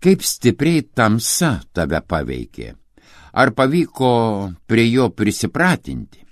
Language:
Lithuanian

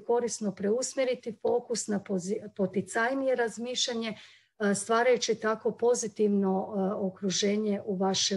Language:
Croatian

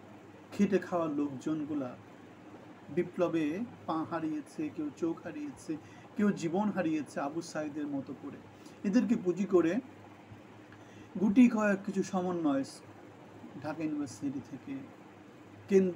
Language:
Bangla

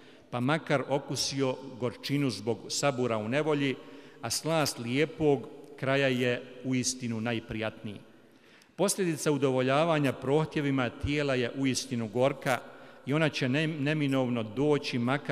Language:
Bosnian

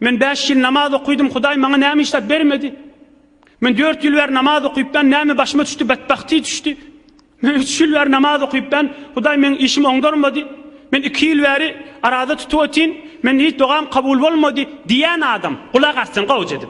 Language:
Turkmen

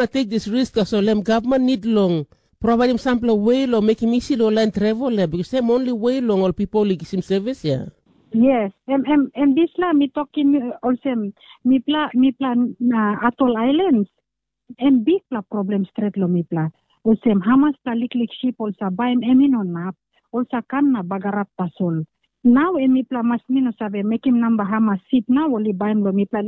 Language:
Tok Pisin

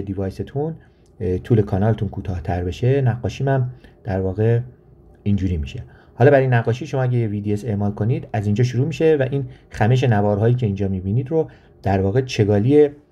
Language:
Persian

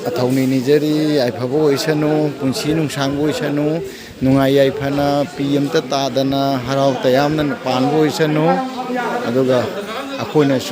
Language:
Manipuri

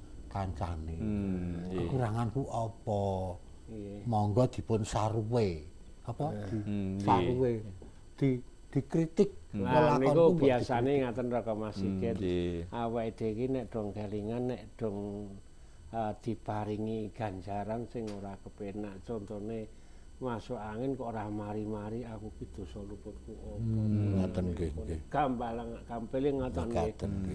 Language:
Javanese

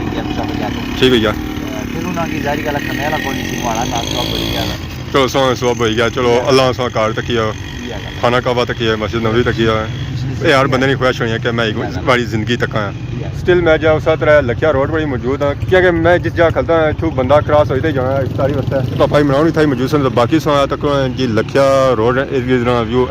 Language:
Pahari-Potwari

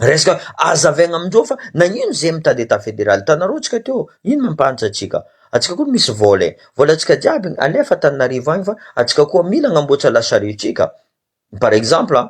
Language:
Malagasy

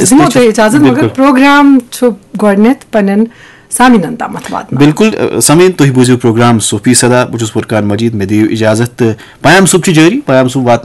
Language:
Kashmiri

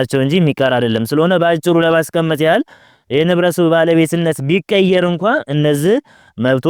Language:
Amharic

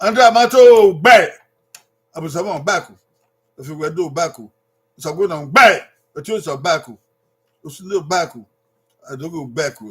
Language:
Bini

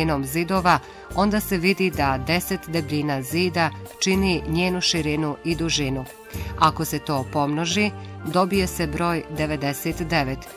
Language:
Bosnian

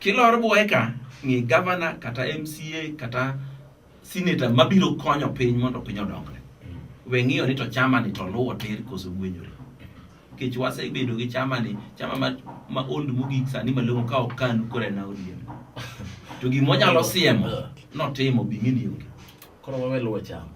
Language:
Luo (Kenya and Tanzania)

